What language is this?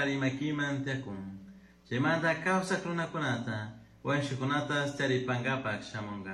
Chimborazo Highland Quichua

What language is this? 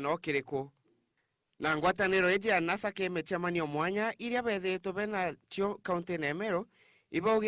Meru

